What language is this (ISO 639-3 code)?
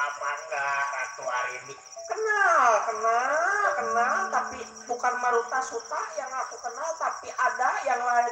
bew